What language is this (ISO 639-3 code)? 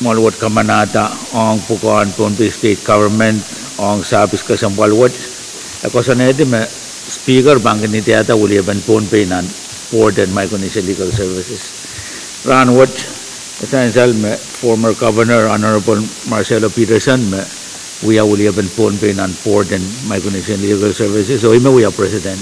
pon